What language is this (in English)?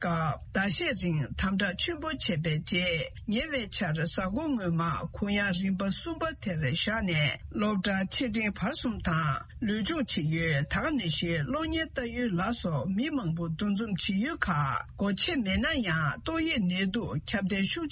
Tibetan